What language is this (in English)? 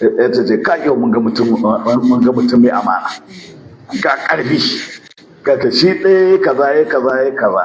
Hausa